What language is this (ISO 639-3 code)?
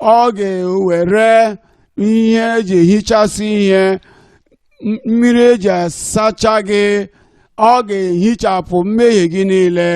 ibo